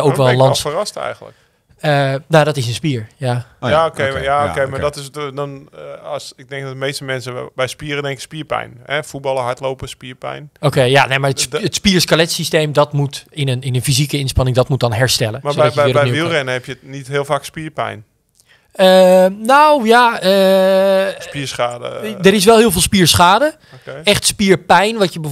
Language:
Dutch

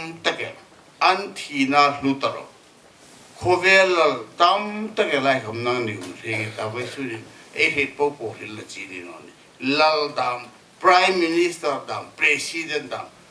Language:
Hmar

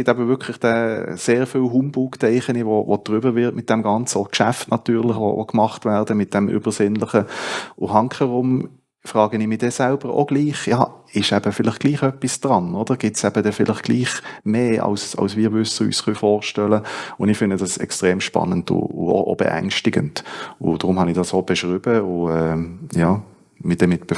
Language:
Swiss German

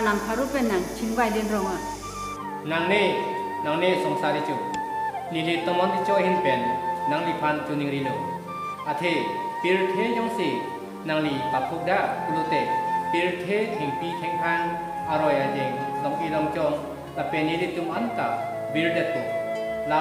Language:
Karbi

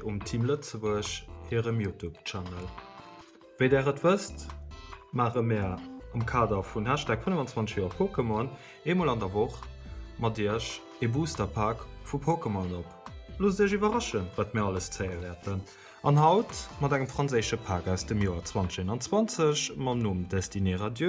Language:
Luxembourgish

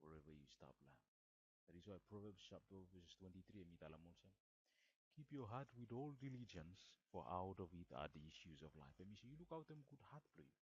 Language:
Bislama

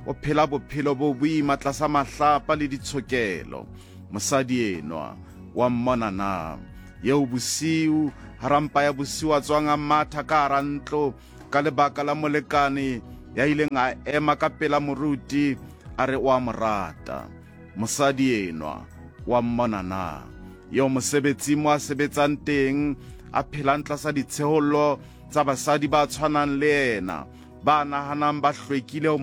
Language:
Southern Sotho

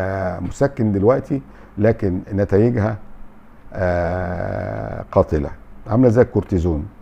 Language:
Egyptian Arabic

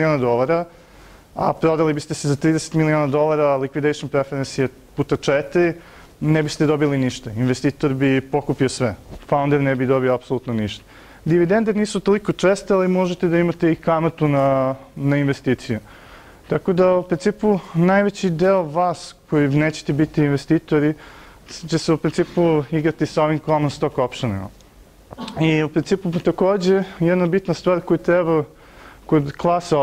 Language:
Serbian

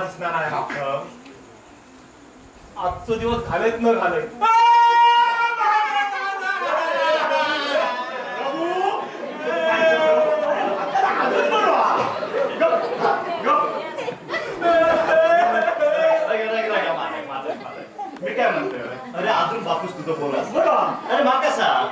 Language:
Marathi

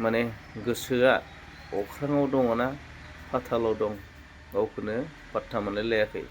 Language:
Bodo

